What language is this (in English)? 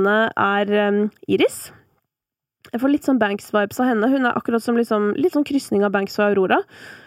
Norwegian